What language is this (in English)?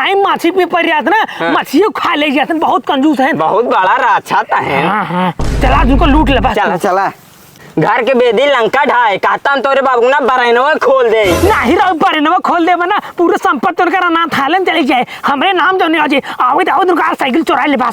Awadhi